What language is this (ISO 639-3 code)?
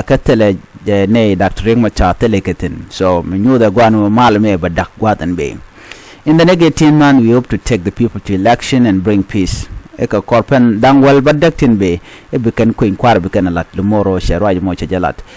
nus